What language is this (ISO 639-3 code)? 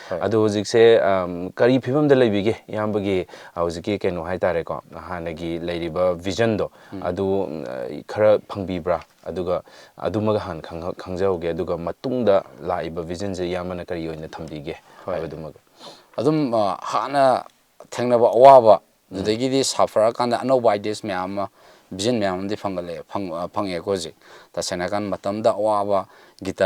mni